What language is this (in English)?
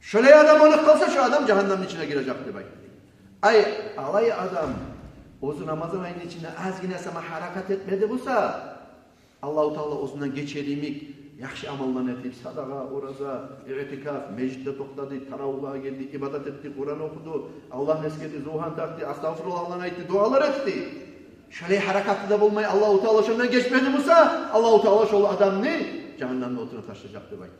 Kumyk